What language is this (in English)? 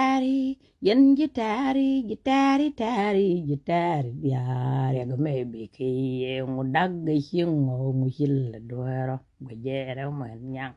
Nuer